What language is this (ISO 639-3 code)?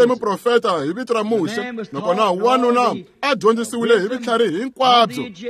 tso